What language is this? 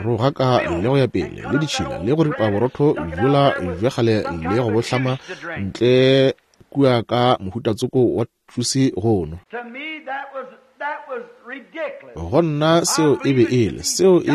Northern Sotho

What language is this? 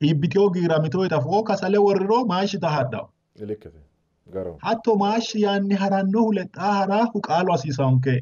Sidamo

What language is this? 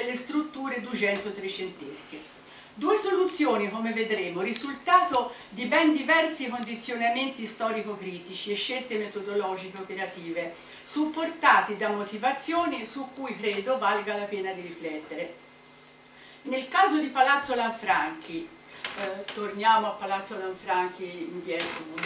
Italian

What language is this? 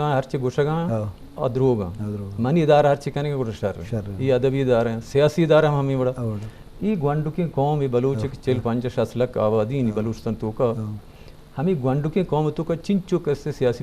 Eastern Balochi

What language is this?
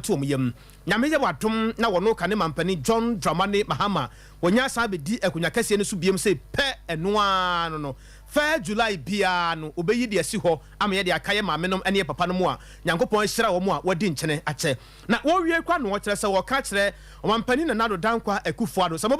Akan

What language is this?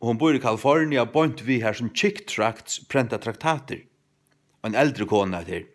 Faroese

